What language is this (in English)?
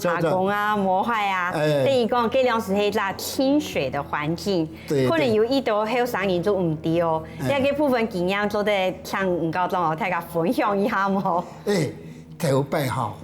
Hakka Chinese